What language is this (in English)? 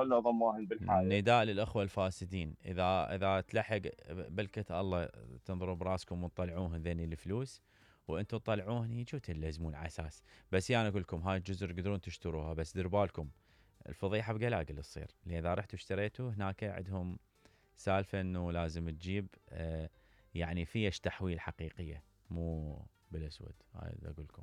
Mesopotamian Arabic